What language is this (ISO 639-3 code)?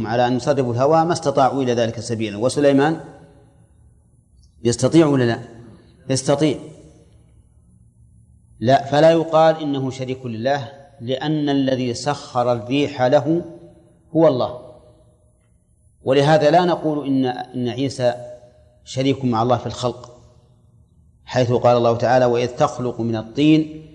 ara